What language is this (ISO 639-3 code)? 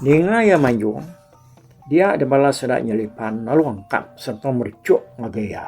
iba